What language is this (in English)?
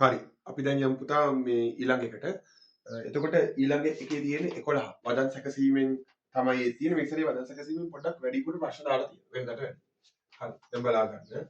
Sinhala